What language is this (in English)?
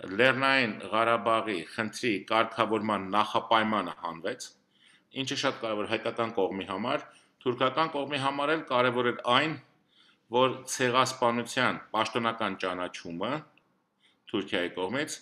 Armenian